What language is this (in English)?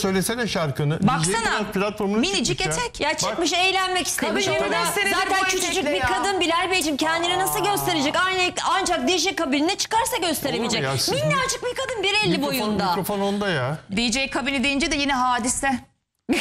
Turkish